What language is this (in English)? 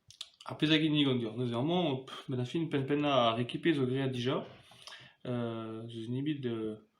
Breton